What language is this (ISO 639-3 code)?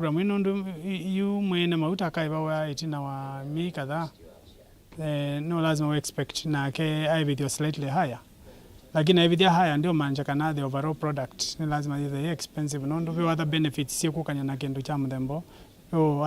kam